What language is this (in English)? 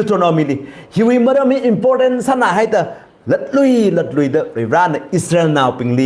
Tangkhul Naga (India)